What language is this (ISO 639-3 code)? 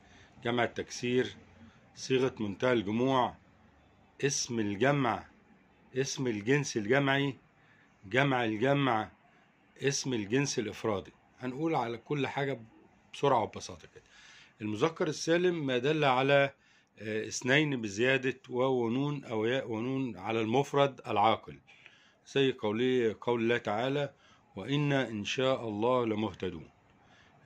arz